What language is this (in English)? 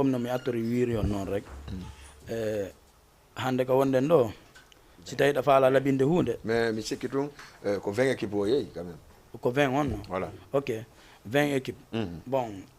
Fula